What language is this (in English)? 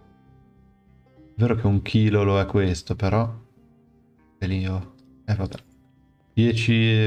Italian